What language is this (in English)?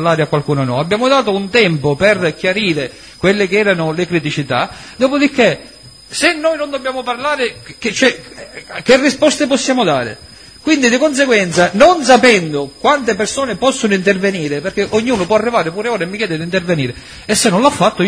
Italian